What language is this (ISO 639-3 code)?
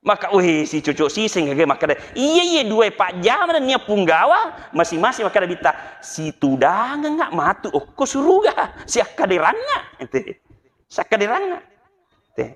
bug